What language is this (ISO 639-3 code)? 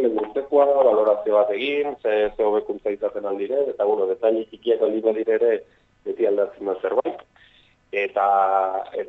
eus